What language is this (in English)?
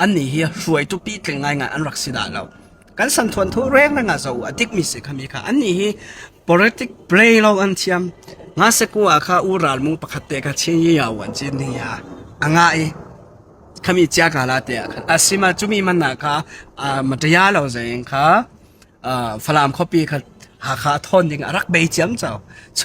Falam Chin